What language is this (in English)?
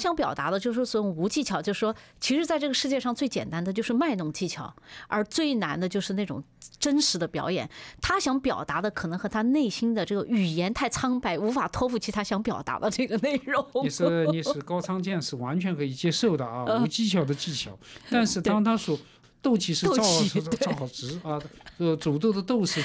Chinese